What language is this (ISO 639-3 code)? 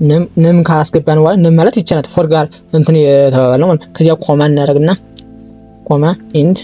amh